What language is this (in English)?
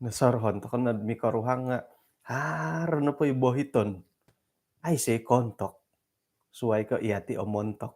Central Dusun